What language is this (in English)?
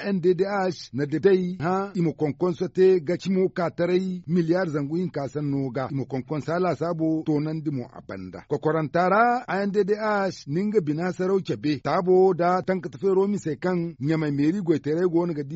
Zarma